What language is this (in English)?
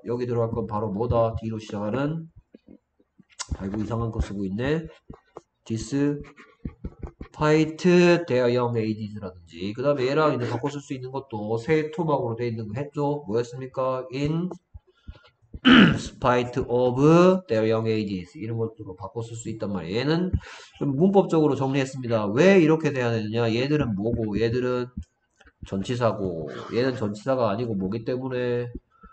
Korean